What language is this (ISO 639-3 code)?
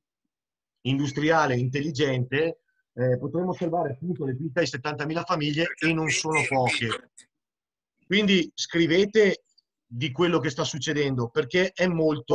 ita